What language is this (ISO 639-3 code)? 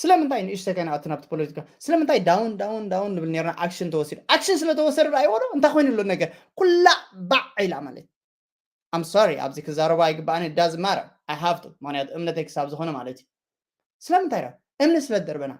tir